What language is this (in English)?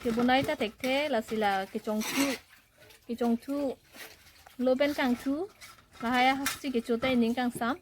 Karbi